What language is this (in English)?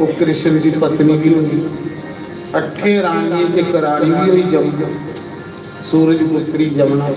Dogri